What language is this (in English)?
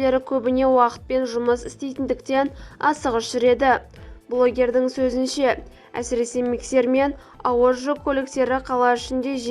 Kazakh